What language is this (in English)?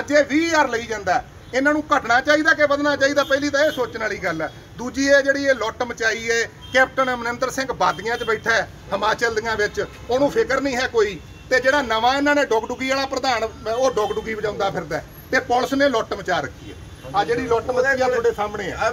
Punjabi